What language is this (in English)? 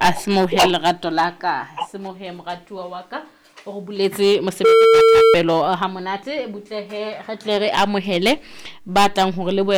Southern Sotho